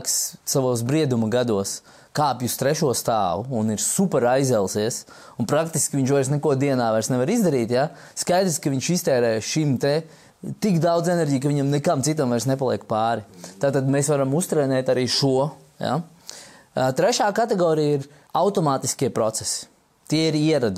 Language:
Latvian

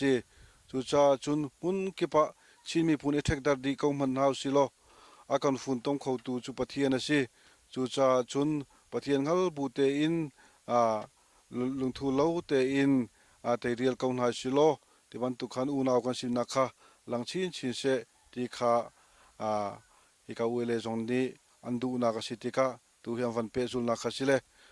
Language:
Hakha Chin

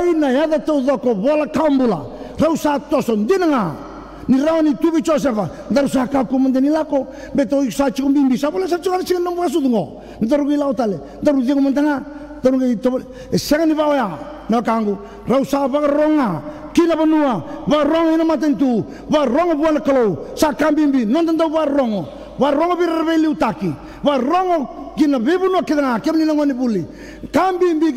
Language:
Fijian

